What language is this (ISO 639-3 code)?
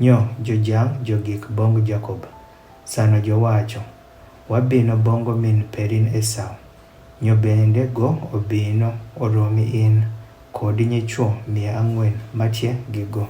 adh